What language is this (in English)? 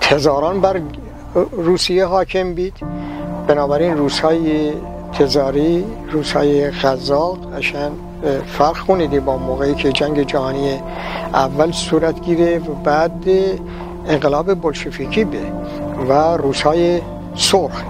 Gilaki